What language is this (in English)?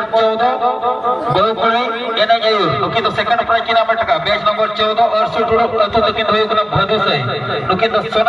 Santali